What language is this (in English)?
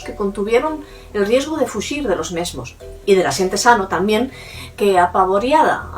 Asturian